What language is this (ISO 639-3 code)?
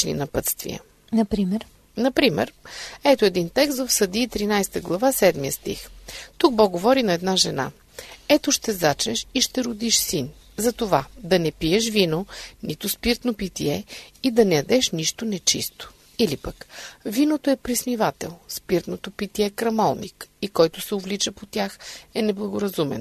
bul